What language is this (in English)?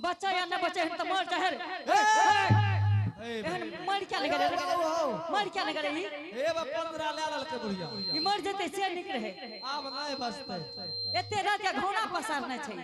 Angika